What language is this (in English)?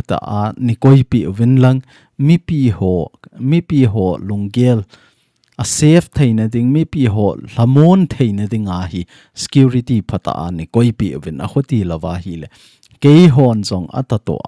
Thado Chin